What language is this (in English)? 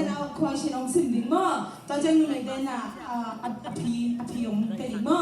Tedim Chin